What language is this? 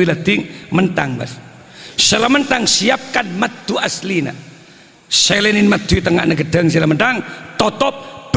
Madurese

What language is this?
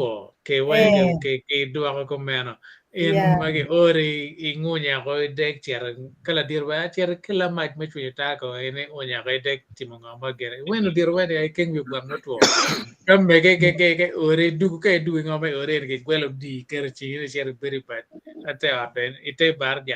Acoli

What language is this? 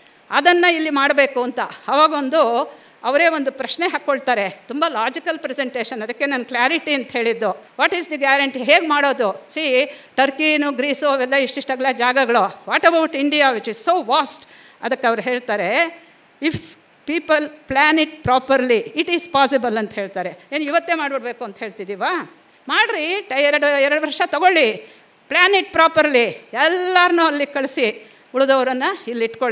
Kannada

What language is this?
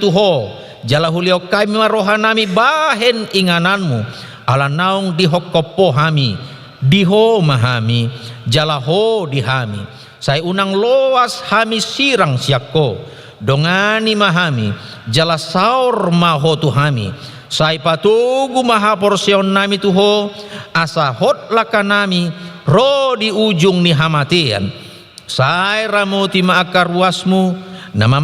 Batak Toba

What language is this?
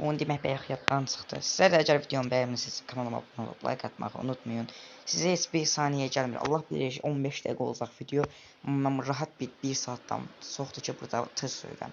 Azerbaijani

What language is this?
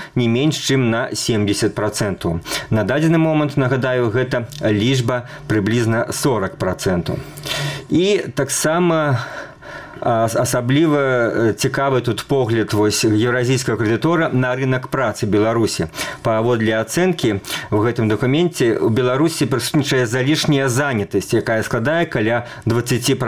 Belarusian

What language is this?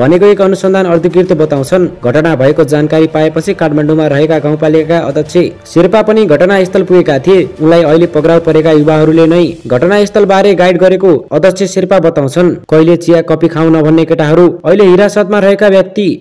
Nepali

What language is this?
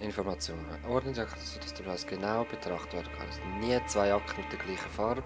Swiss German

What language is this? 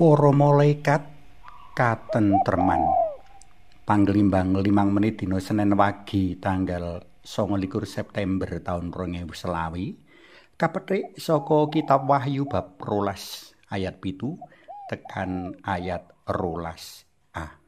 Javanese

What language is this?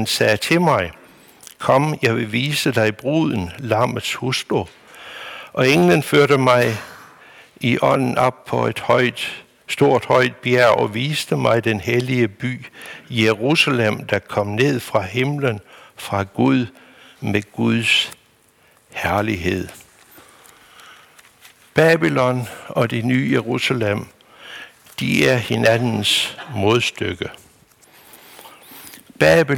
Danish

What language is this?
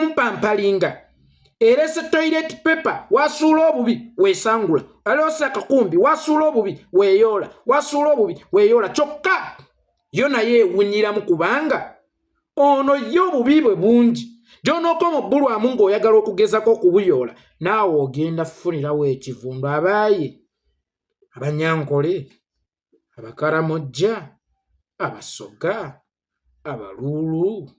Ganda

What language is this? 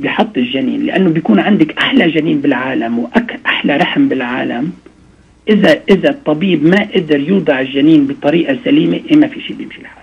North Levantine Arabic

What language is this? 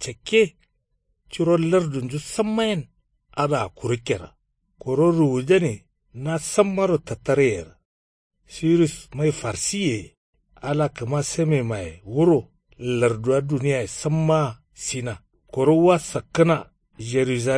Kanuri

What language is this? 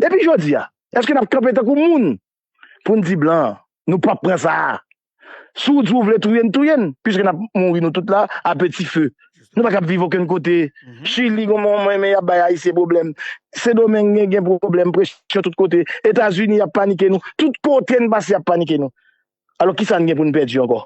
Haitian Creole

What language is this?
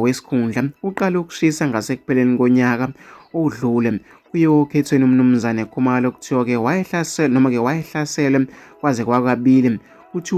Zulu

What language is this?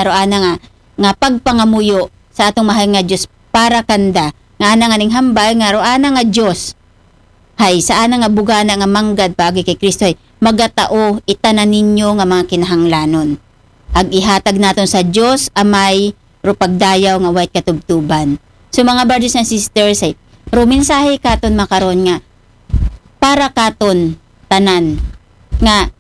Aklanon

